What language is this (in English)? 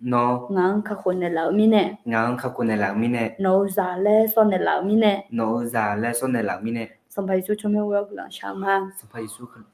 Akha